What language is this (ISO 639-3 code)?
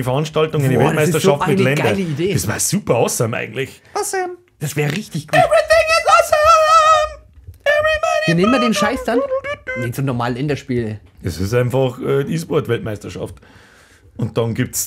bar